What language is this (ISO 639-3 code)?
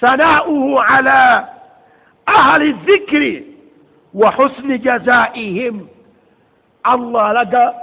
lug